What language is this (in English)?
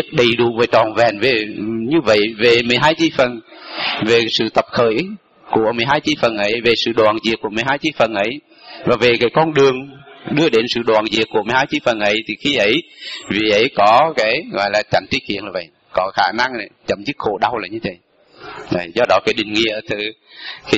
Vietnamese